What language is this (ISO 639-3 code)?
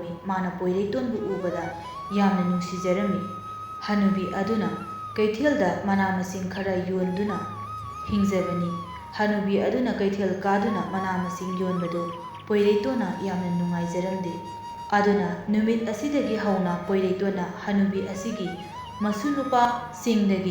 mni